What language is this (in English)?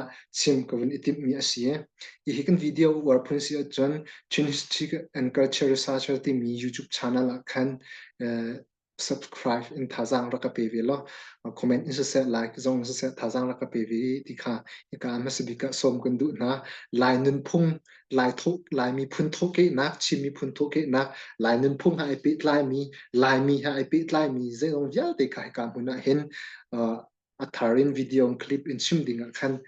Hakha Chin